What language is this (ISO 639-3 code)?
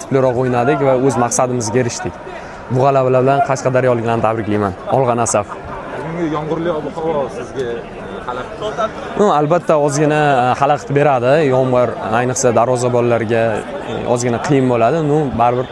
uzb